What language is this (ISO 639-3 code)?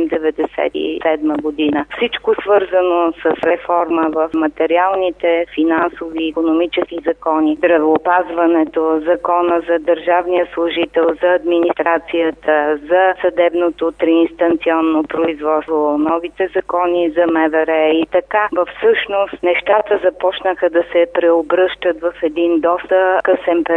bul